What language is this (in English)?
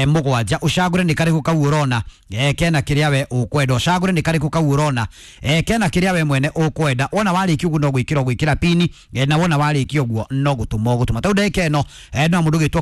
Kikuyu